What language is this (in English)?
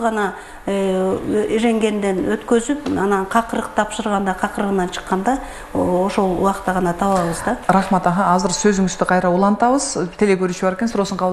Kyrgyz